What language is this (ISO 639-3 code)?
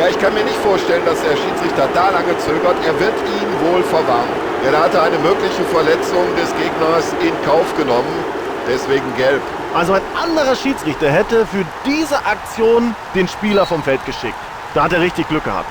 bar